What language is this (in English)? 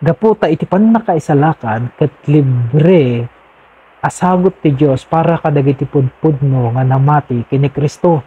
Iloko